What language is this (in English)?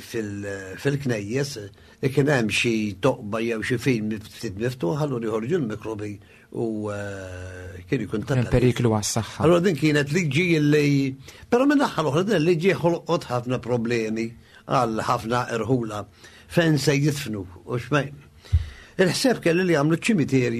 Maltese